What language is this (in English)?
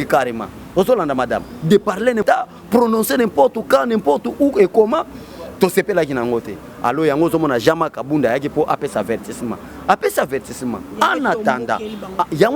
Lingala